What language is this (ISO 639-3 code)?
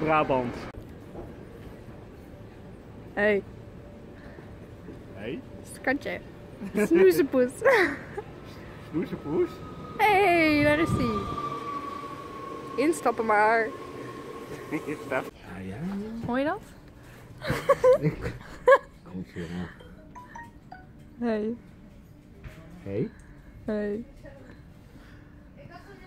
nld